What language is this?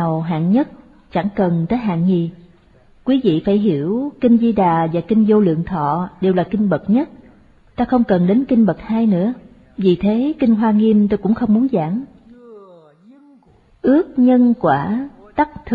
Vietnamese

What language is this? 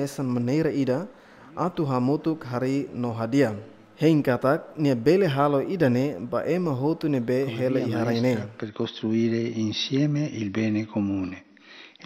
Tetum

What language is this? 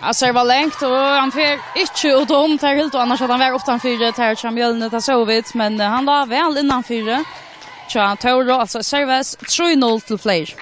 Faroese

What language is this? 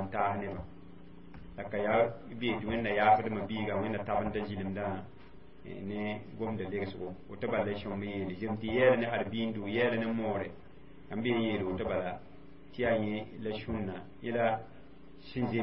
Mossi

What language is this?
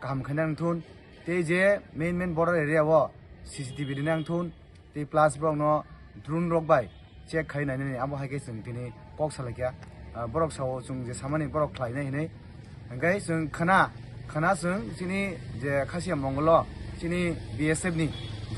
Kok Borok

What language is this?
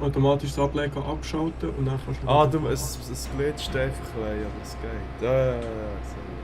Swiss German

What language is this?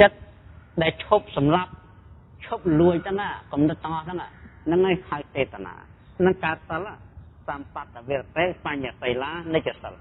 Khmer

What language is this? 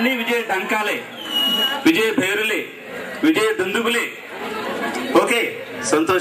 Telugu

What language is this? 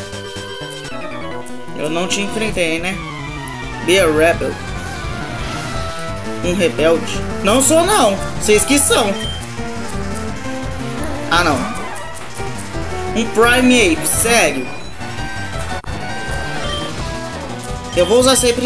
Portuguese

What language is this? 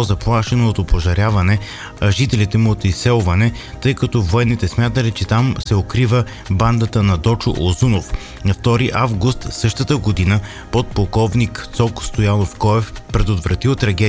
Bulgarian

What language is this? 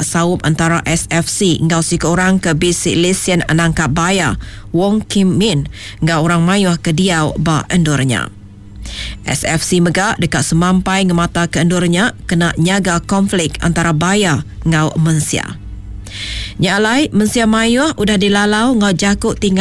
Iban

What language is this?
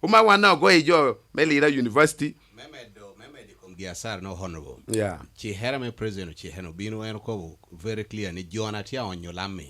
Lango (Uganda)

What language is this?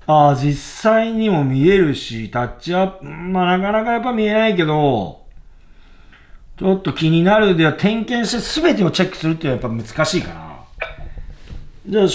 Japanese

